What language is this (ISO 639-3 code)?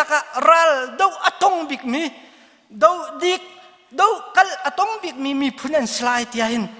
cnh